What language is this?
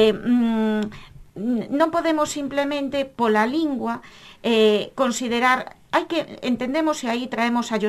Galician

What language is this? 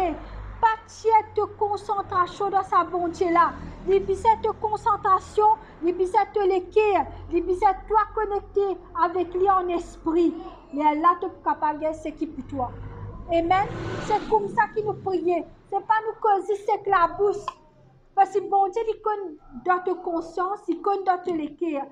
Morisyen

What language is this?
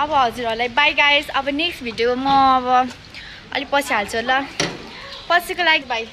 Nepali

